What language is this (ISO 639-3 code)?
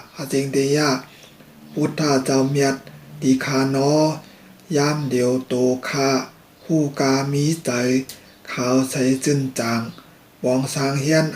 shn